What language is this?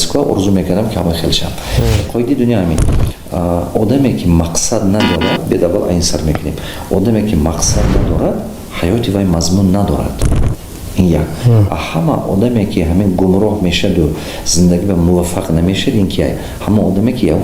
Tajik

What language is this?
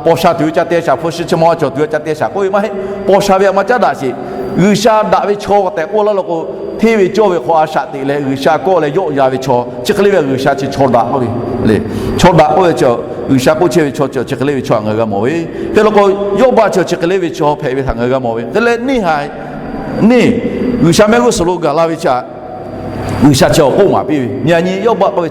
Lahu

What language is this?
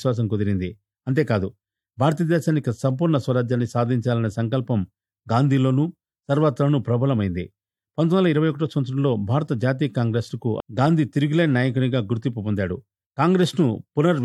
Telugu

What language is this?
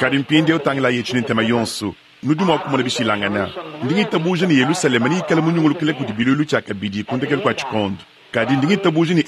Luba-Lulua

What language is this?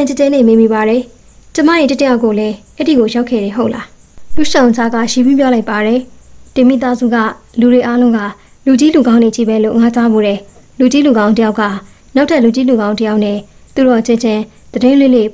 Burmese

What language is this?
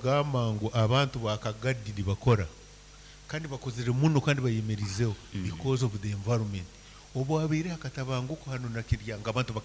Nyankole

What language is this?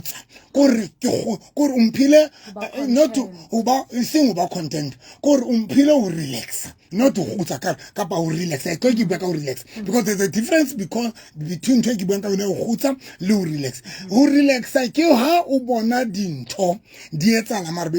Southern Sotho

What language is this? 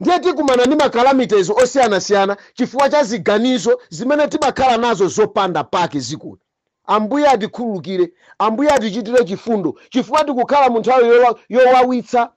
Nyanja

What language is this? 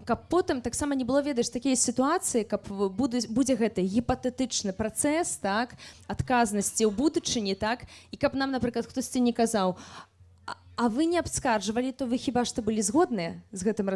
Belarusian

